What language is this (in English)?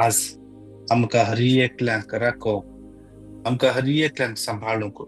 Konkani